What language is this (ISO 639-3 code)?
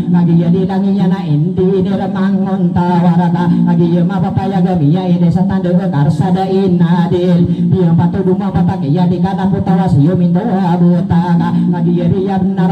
mrw